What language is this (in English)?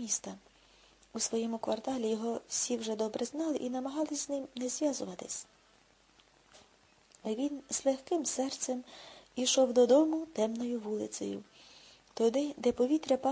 Ukrainian